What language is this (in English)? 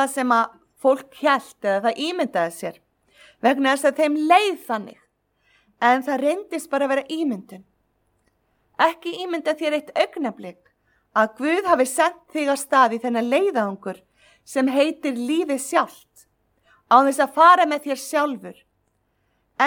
Icelandic